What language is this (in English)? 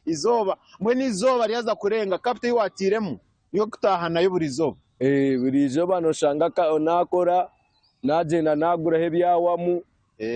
Nyankole